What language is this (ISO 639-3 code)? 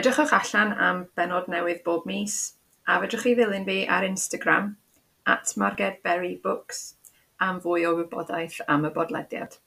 cym